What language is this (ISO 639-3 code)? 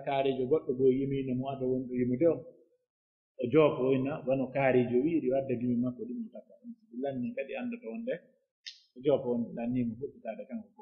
fuf